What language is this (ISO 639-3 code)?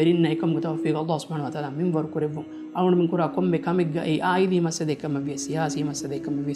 div